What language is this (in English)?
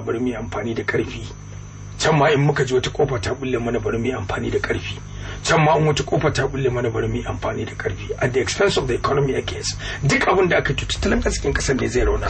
Hausa